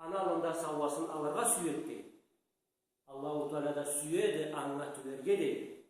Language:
Karachay-Balkar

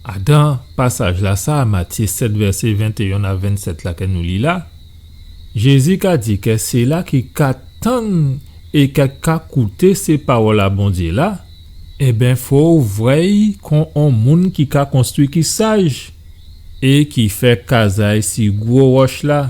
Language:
Guadeloupean Creole French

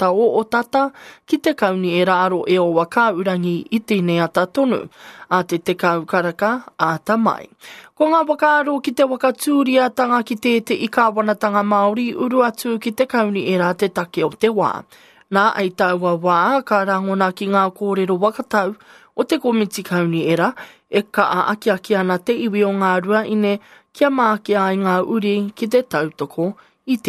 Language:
Māori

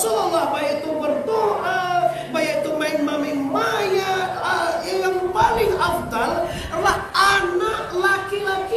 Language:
Minangkabau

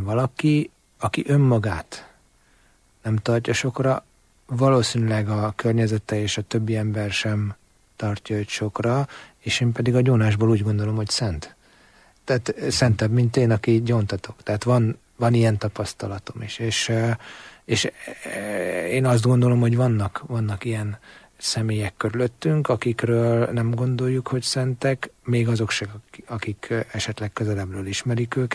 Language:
Hungarian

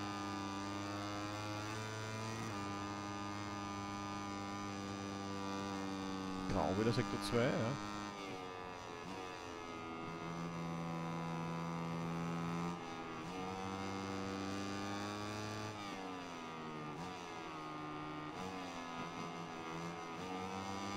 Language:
German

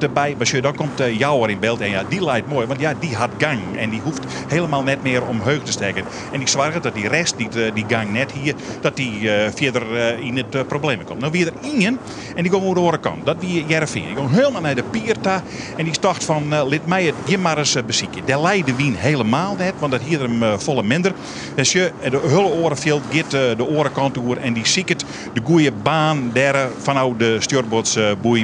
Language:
Western Frisian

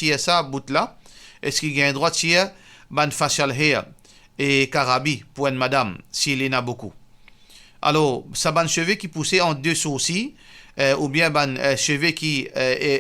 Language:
Morisyen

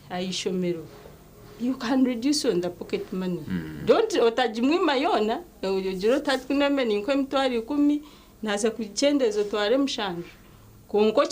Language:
Nyankole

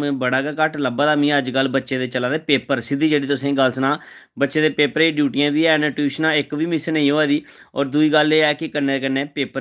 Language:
Dogri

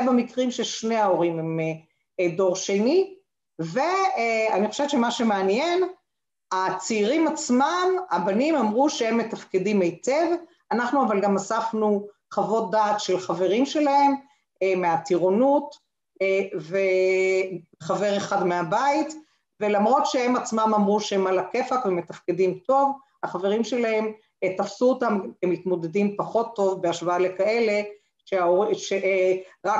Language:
Hebrew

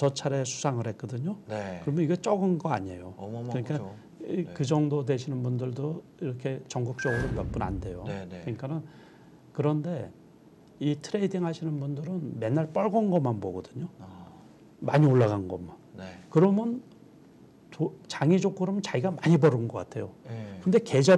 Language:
Korean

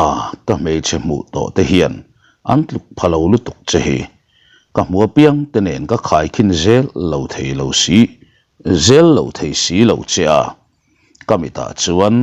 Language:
Mizo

